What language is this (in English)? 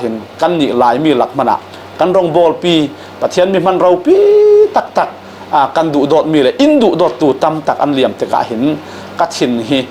Falam Chin